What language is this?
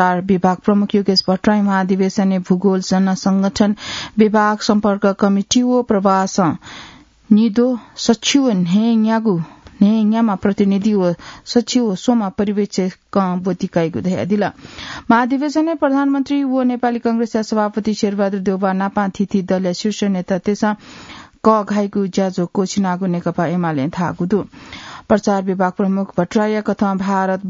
Newari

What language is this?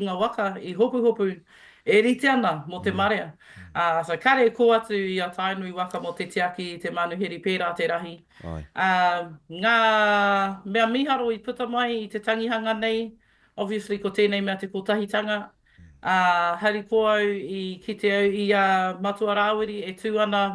Māori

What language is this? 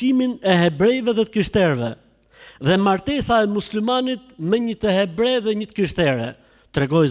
Albanian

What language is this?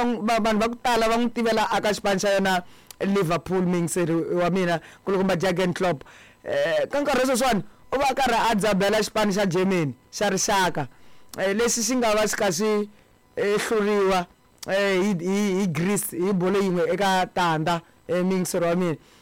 Tsonga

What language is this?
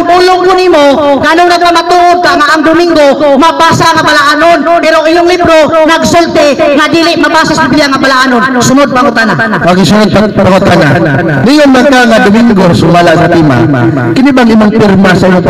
Cebuano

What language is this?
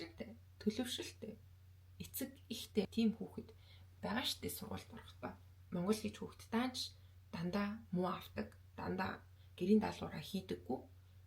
Mongolian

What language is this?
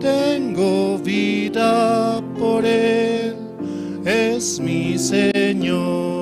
Aymara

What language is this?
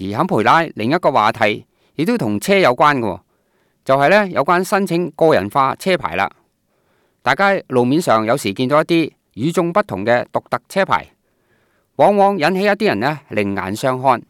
Cantonese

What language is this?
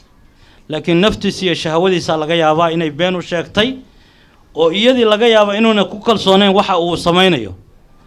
Somali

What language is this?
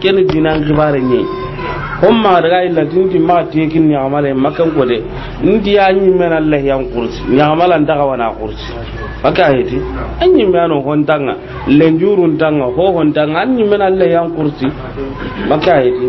Soninke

